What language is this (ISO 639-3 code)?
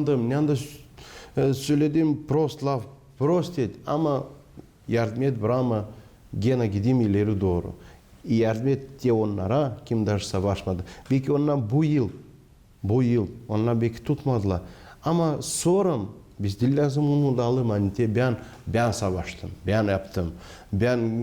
gag